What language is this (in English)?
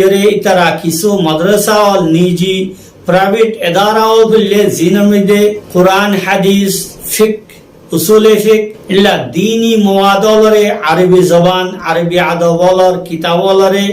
Rohingya